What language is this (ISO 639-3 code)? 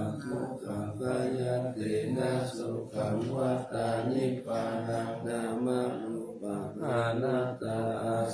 pli